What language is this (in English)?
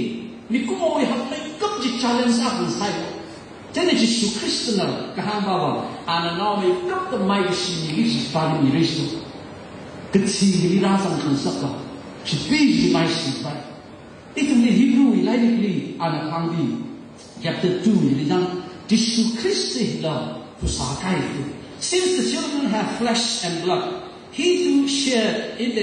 Tangkhul Naga (India)